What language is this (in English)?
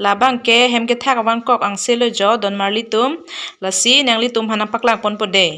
Karbi